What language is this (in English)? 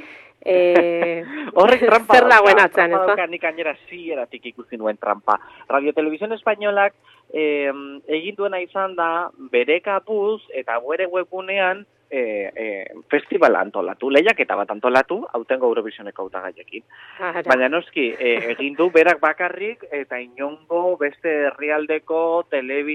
Basque